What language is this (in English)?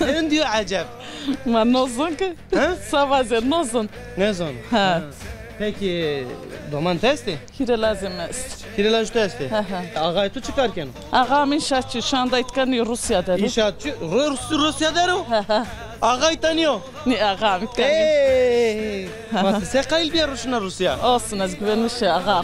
Zaza